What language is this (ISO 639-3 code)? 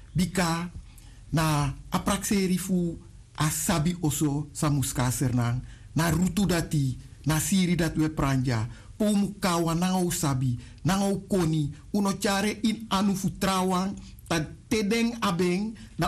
srn